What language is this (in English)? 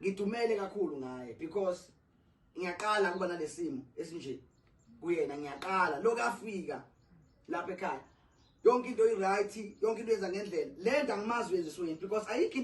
Zulu